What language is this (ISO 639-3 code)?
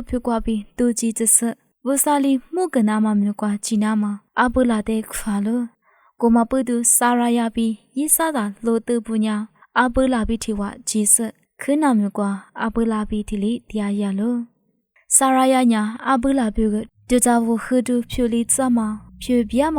lis